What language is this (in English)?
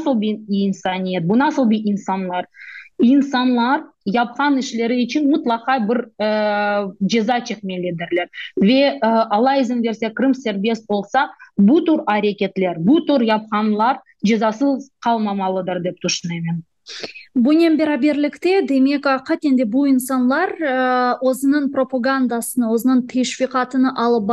Crimean Tatar